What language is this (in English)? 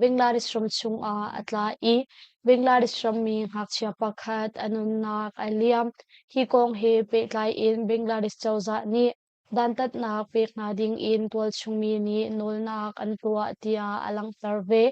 Hakha Chin